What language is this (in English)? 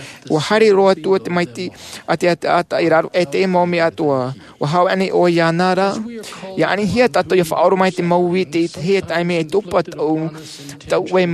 Tahitian